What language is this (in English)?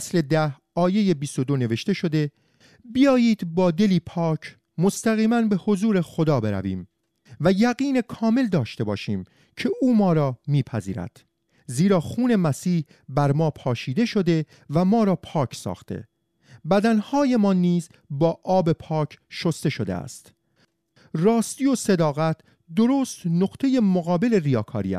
Persian